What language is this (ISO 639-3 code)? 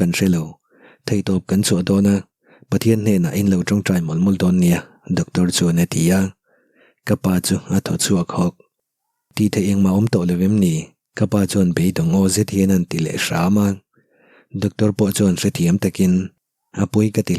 lus